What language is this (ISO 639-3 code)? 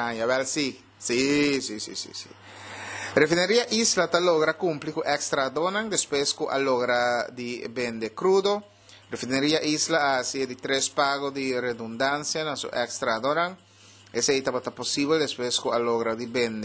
pap